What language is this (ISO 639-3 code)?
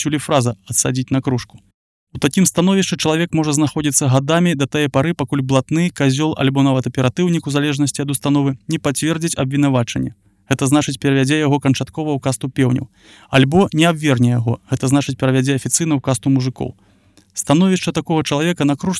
bel